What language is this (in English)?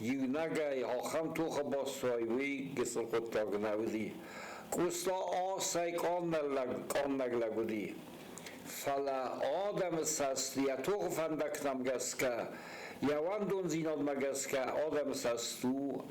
Ossetic